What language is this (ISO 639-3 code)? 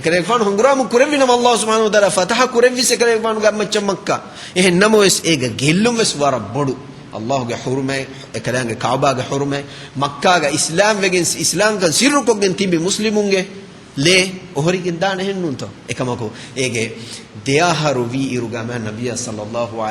div